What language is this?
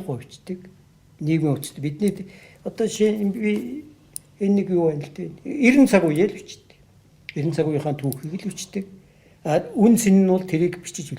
Mongolian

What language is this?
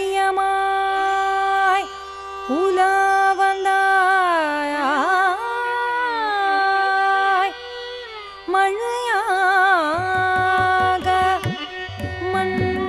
Tamil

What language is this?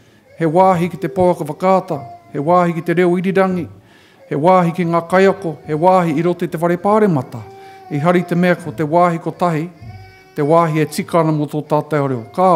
Māori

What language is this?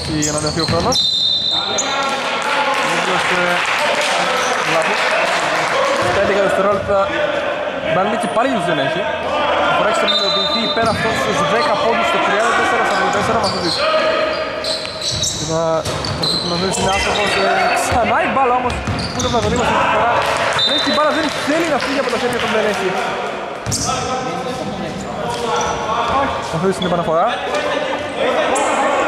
Greek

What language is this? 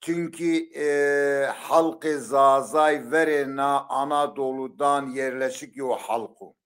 Zaza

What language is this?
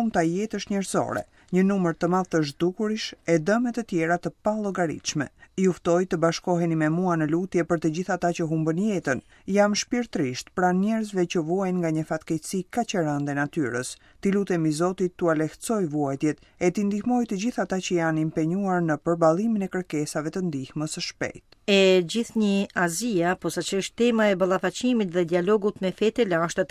Albanian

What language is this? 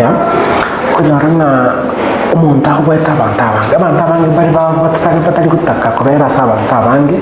Gusii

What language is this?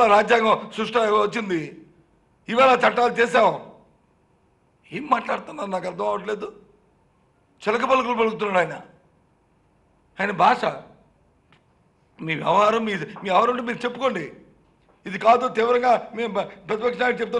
Telugu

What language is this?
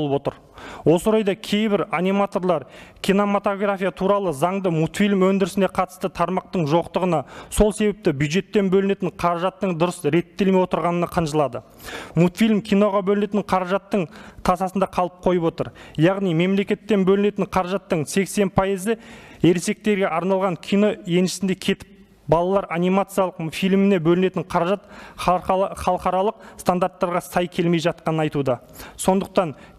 Kazakh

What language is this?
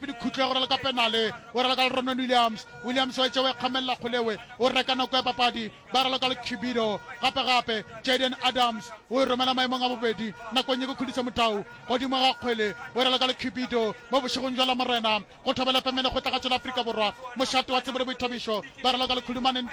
Northern Sotho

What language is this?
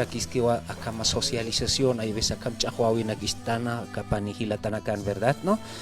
Aymara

